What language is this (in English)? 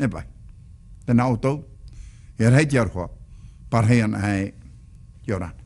Tahitian